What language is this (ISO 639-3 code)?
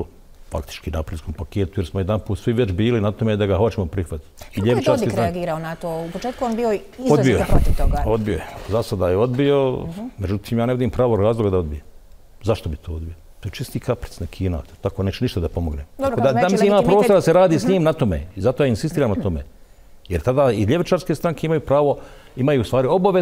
bos